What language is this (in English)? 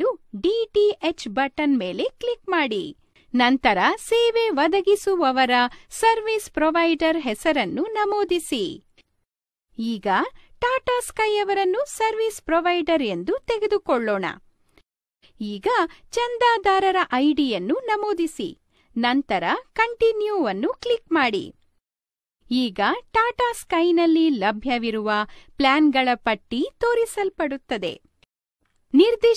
Kannada